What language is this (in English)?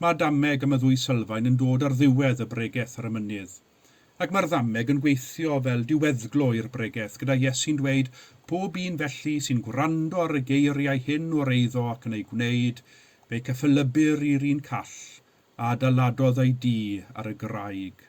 Welsh